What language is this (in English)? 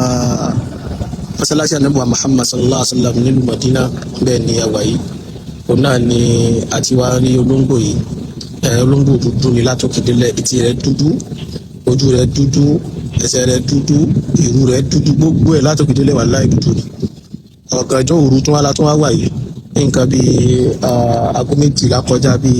Yoruba